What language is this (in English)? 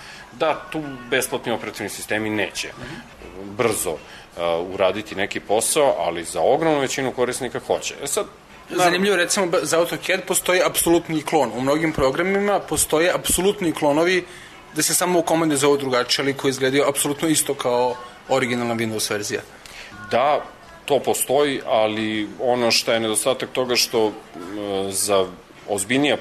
Serbian